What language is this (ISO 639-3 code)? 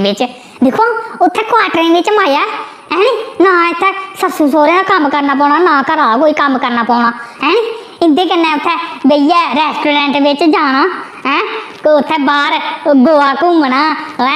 doi